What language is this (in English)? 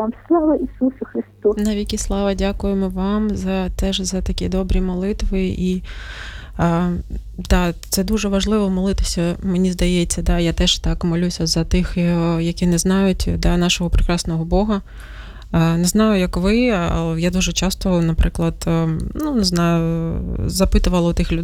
Ukrainian